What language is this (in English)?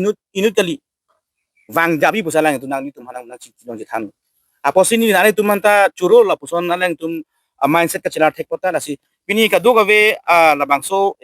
Karbi